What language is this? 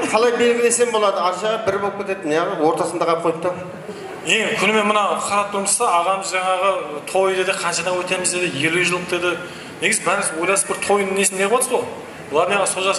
Kara-Kalpak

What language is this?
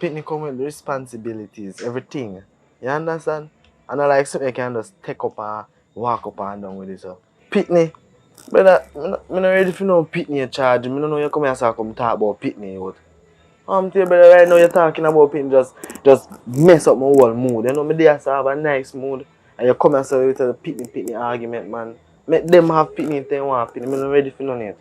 Jamaican Creole English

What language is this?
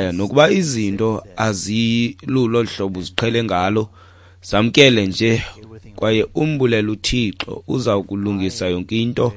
Xhosa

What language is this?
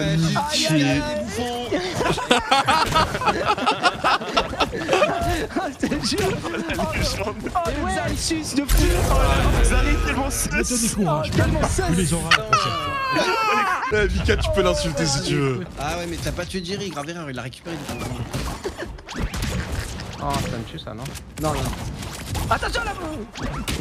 French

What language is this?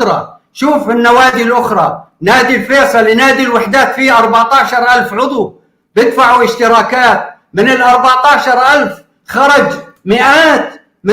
North Levantine Arabic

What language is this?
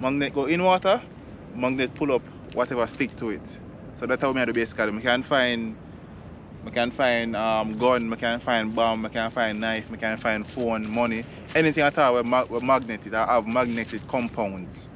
Jamaican Creole English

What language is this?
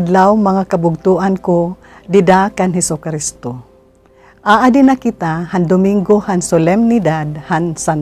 Waray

